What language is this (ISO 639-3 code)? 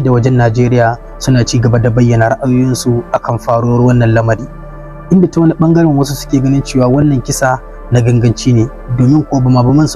hau